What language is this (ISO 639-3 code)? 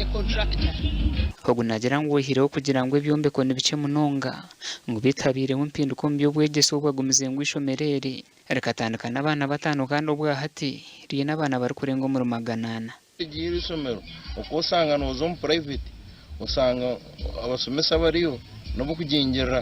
nyn